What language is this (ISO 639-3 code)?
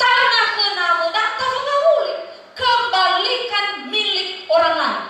nia